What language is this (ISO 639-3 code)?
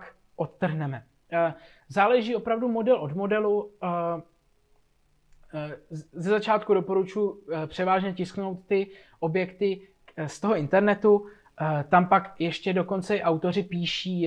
ces